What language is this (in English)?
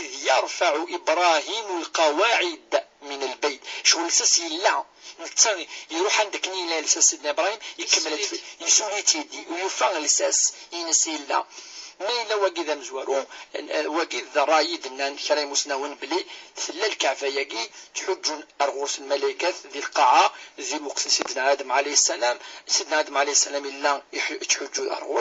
Kabyle